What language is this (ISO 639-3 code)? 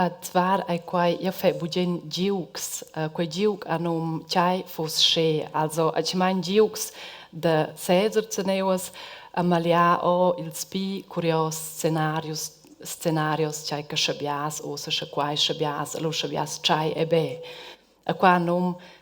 roh